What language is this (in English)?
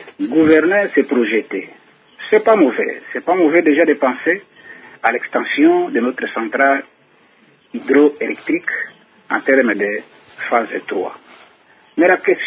French